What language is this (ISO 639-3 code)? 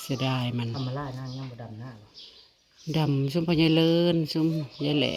tts